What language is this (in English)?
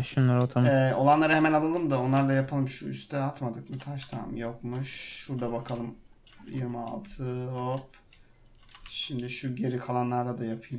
Turkish